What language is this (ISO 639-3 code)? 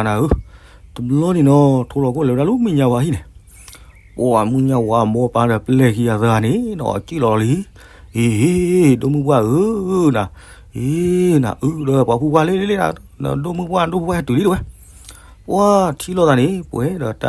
ksw